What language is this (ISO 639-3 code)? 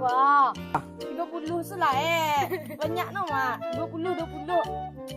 min